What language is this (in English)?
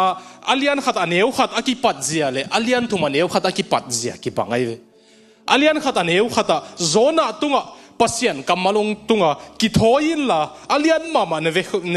Tedim Chin